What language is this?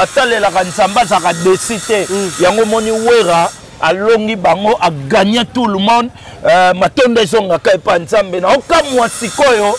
Lingala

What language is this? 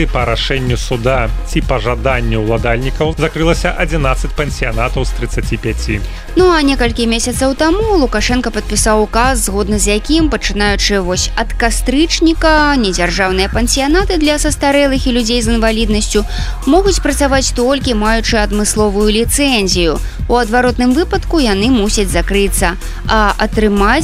Belarusian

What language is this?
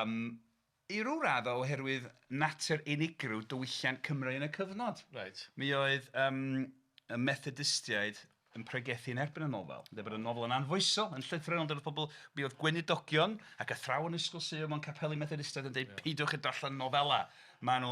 Welsh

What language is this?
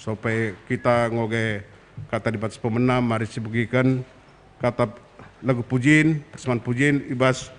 Batak Karo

